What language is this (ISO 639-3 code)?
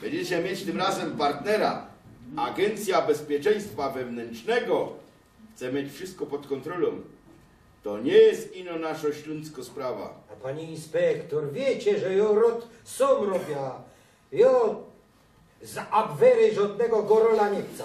szl